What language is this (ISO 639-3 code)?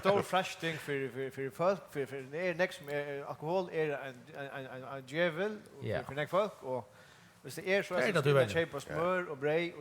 fao